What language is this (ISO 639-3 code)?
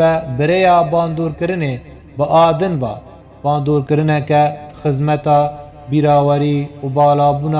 kur